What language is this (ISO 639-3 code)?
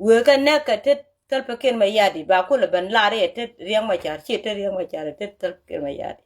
nus